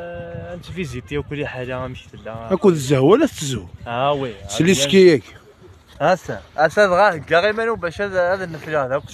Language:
Kabyle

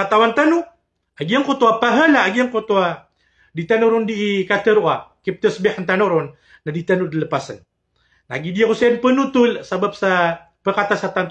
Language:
Maranao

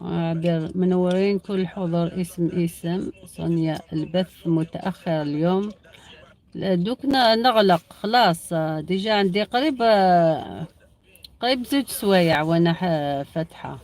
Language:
Algerian Arabic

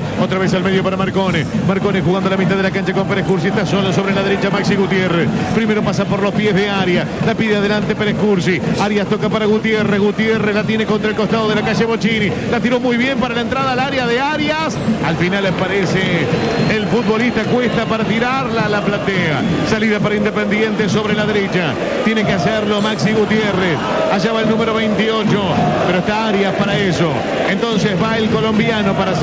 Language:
Spanish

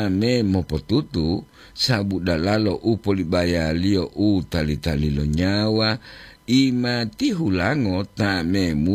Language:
Gorontalo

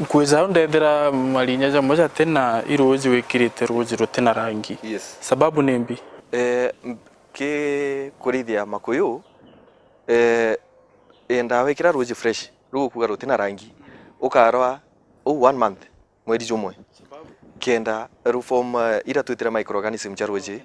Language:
Meru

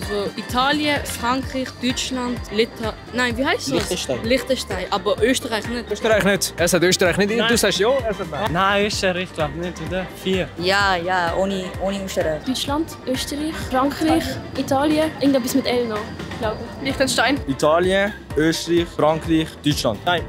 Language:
Swiss German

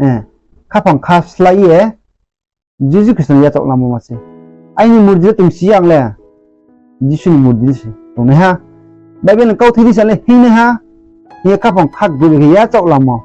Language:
Riang (India)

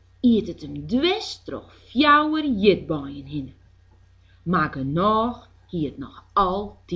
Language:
Western Frisian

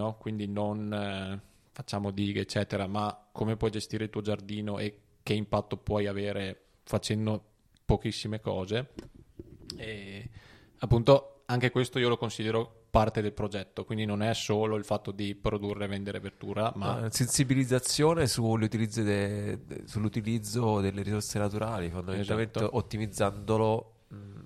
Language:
Italian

